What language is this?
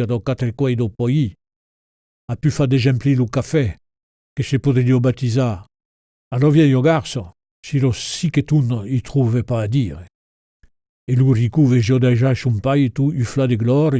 Occitan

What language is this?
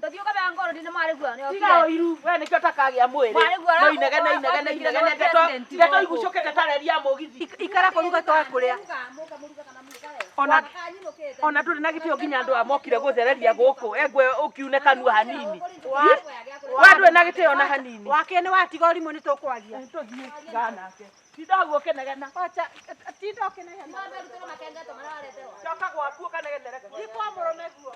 Kikuyu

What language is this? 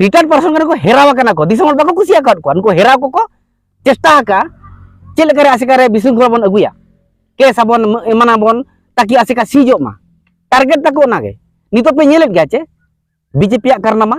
Santali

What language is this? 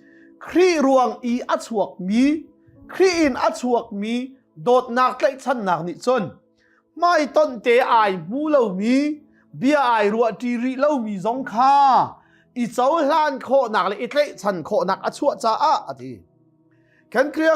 Hakha Chin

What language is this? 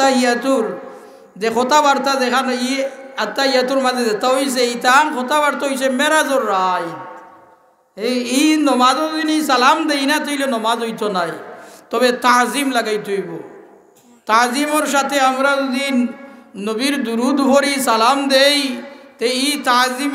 Sylheti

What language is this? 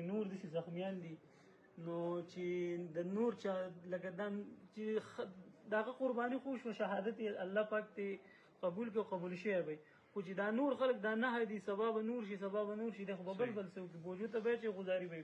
Pashto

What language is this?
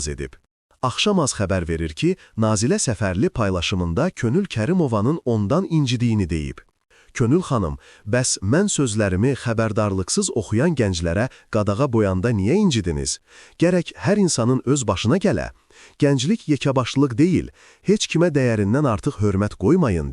Azerbaijani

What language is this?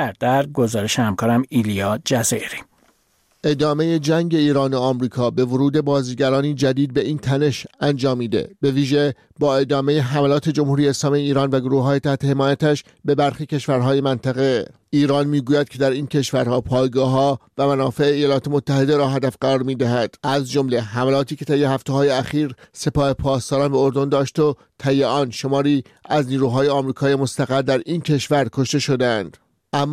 Persian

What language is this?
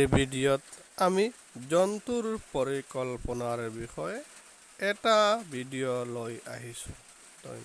Assamese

